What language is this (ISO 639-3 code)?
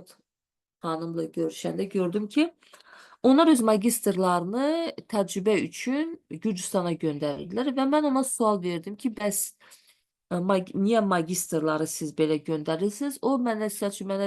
aze